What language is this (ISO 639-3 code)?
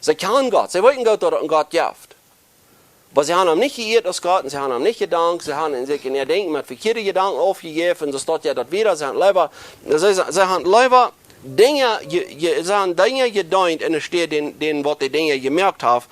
pdt